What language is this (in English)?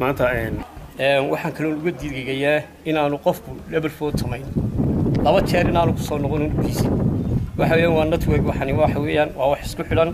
Somali